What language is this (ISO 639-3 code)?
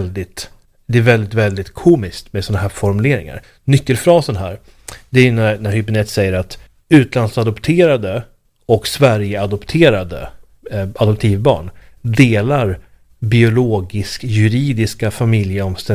swe